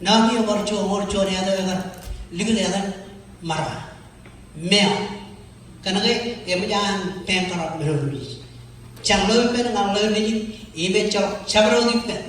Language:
Marshallese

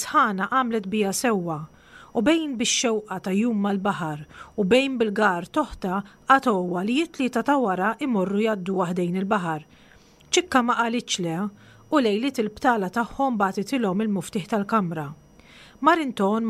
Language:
Maltese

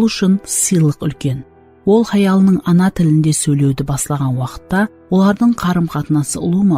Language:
Kara-Kalpak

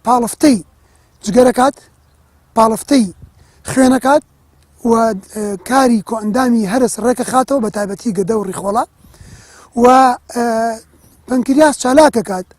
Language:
Central Kurdish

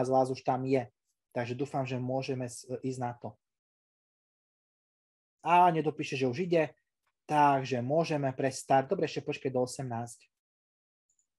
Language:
Slovak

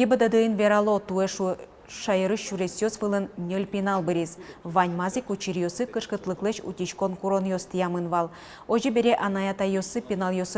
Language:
Udmurt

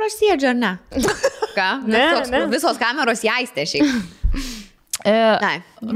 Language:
Lithuanian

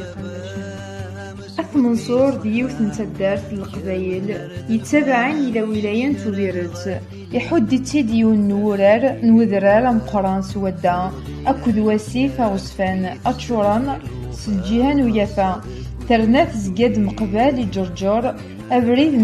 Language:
Kabyle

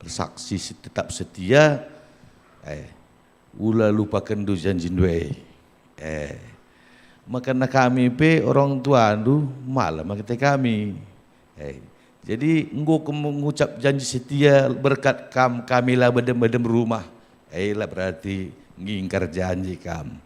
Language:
Batak Karo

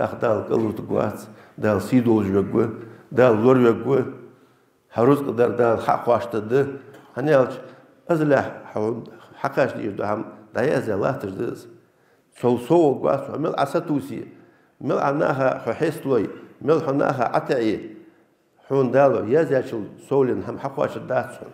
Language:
Ingush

